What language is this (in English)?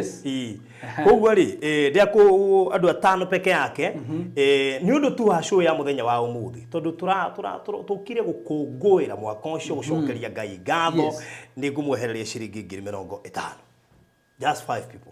Kikuyu